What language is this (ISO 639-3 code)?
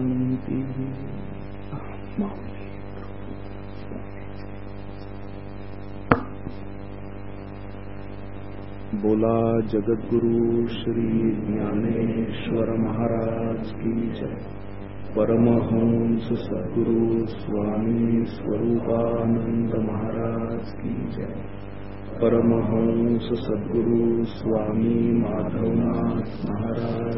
mar